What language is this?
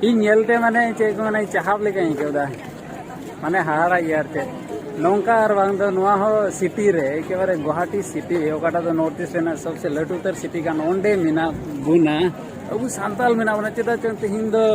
Santali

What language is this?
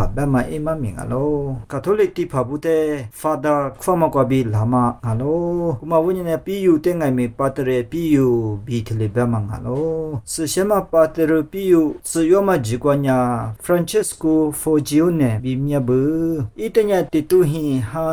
Lisu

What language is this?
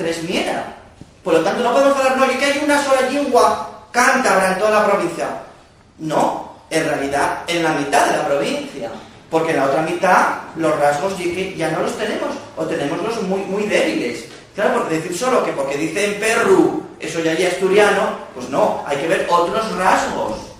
Asturian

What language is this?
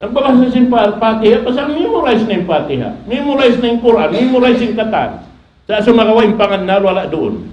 Tausug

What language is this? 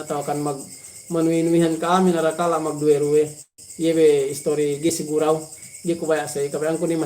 Yakan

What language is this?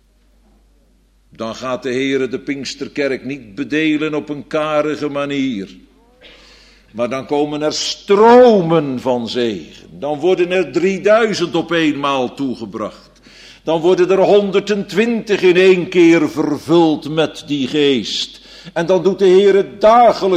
Dutch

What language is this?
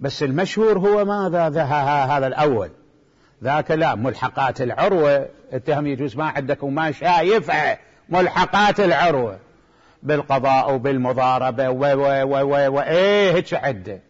Mesopotamian Arabic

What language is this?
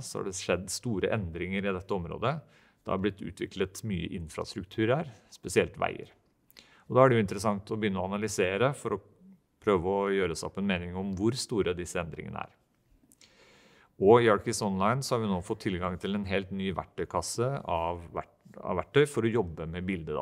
Norwegian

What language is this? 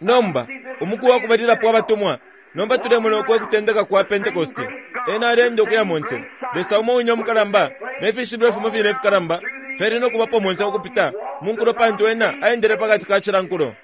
Bemba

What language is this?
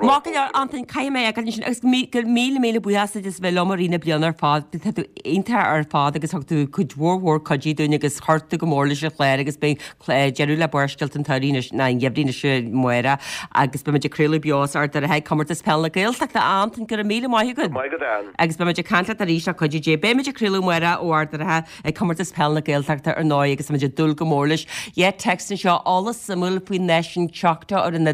Irish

